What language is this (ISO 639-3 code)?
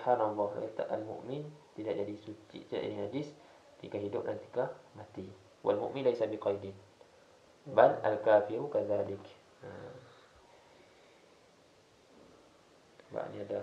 msa